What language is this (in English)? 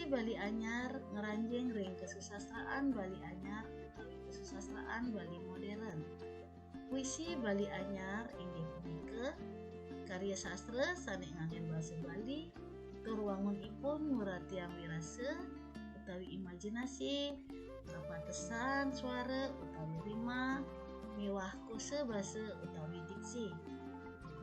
Balinese